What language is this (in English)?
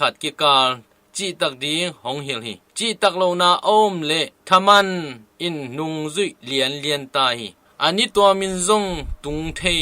Tedim Chin